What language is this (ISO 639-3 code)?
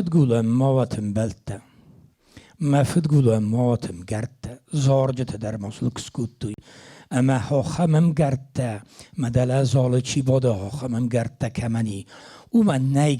oss